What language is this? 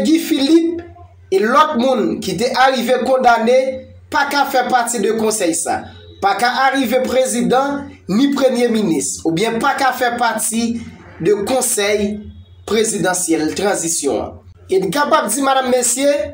Haitian Creole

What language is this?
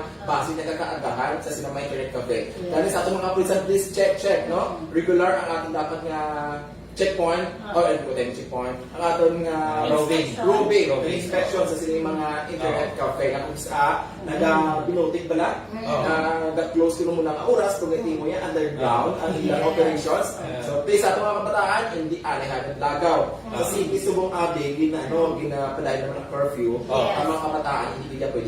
Hiligaynon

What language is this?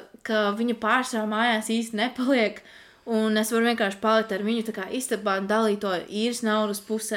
Latvian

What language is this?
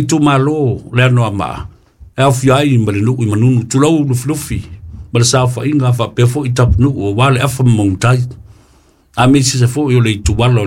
Samoan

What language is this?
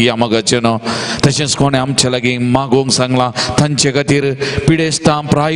Konkani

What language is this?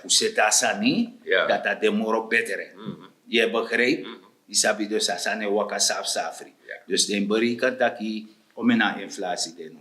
Sranan Tongo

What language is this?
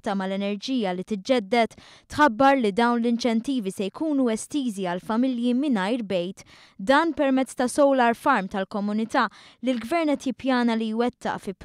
Maltese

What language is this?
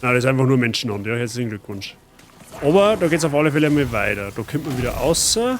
Bavarian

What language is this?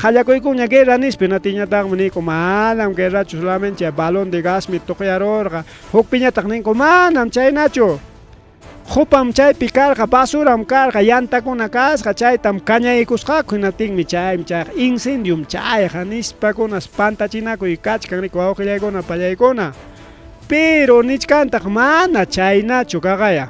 Ayacucho Quechua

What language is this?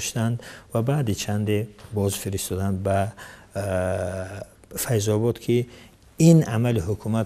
Tajik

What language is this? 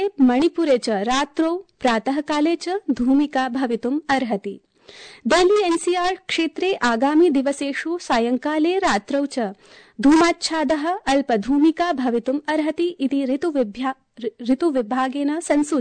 Sanskrit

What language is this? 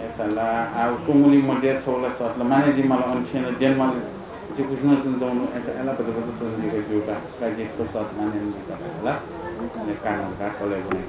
Newari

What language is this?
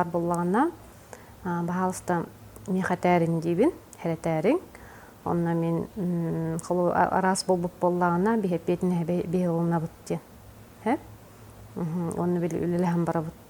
Yakut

